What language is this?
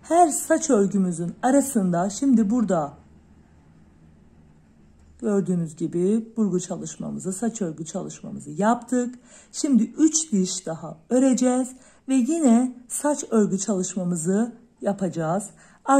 Turkish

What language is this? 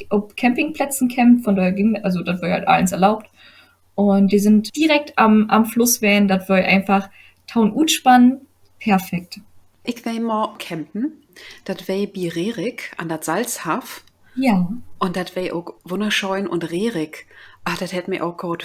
Low German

